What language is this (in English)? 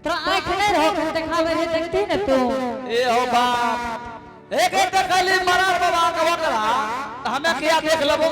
Angika